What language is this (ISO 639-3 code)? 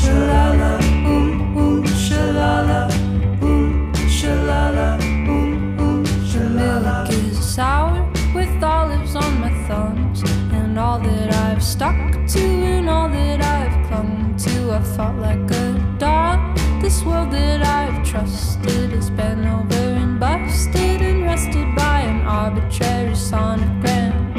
eng